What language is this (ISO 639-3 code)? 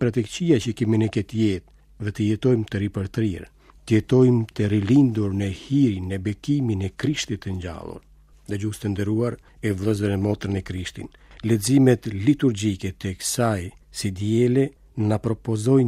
sqi